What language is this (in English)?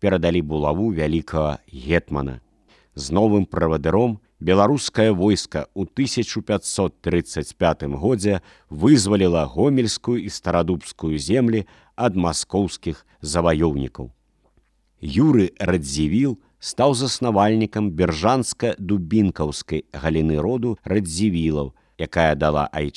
Belarusian